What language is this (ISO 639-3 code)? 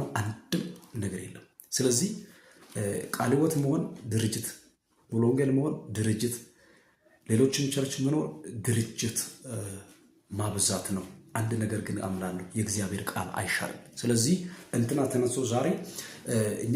amh